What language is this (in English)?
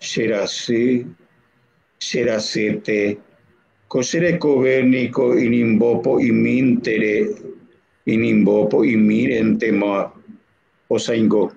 Guarani